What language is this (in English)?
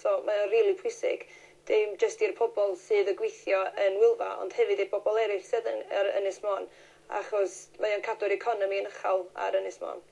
Welsh